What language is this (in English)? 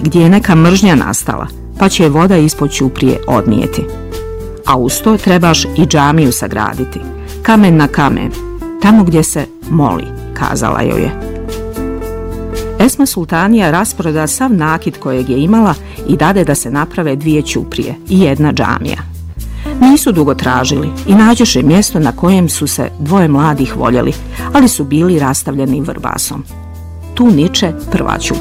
Bosnian